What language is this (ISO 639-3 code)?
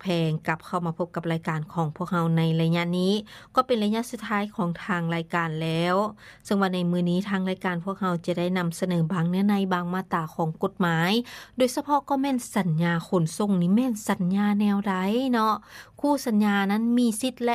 lao